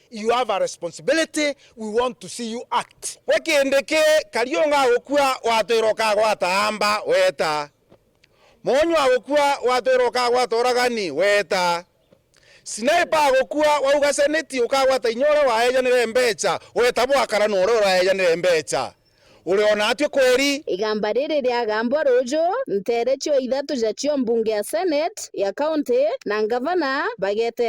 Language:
Meru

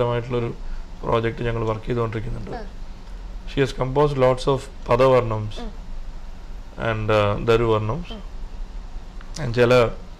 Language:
Malayalam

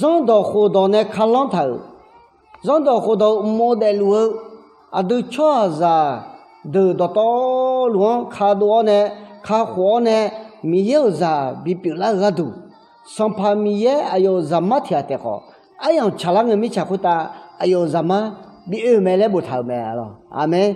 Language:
Akha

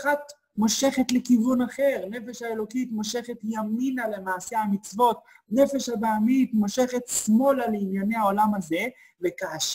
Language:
Hebrew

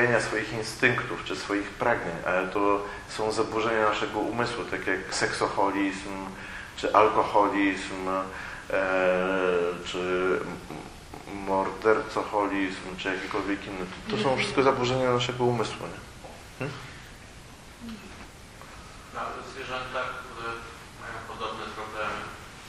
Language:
Polish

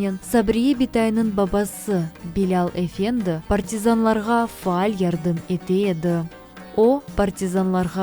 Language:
Crimean Tatar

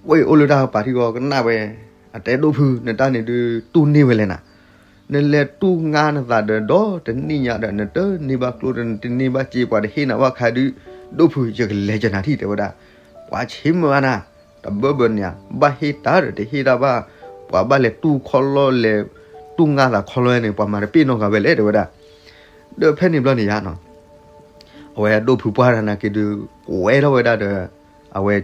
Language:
S'gaw Karen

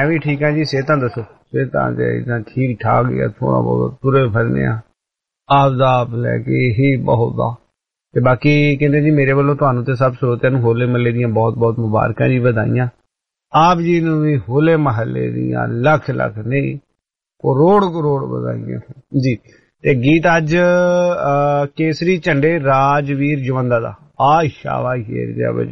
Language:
Punjabi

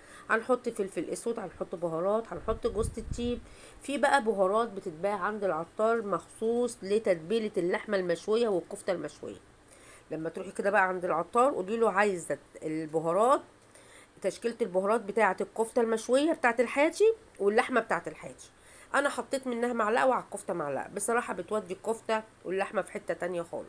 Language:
Egyptian Arabic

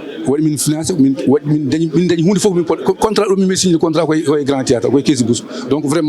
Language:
Fula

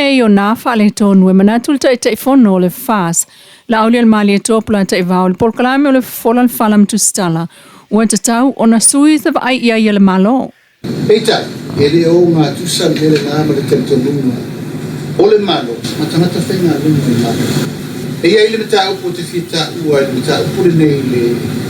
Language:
Samoan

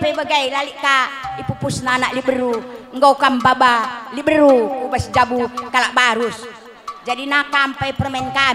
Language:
Batak Karo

